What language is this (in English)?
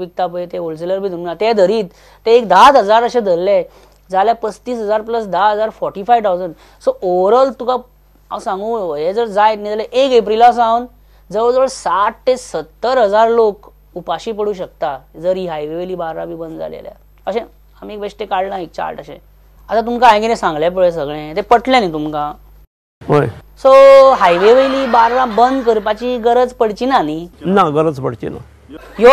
Konkani